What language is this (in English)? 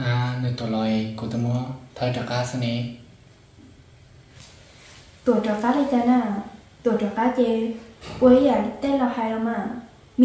Vietnamese